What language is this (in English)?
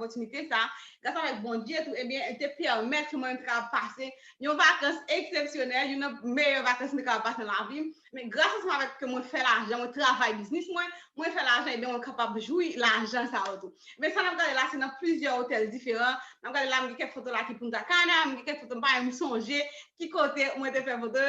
Haitian Creole